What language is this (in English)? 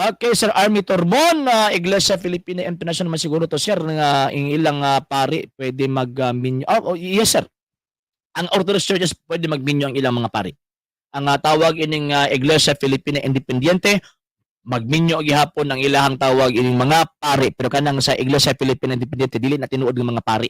Cebuano